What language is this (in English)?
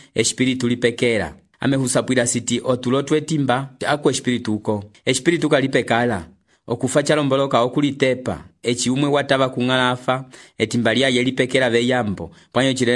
Umbundu